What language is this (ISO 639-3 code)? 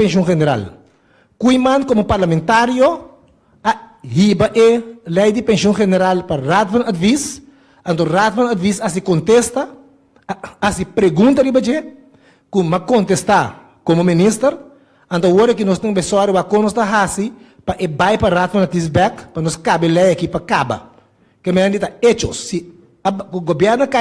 pap